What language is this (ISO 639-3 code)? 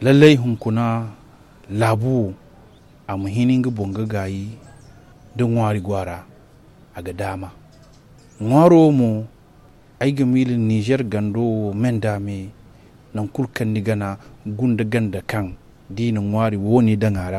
dje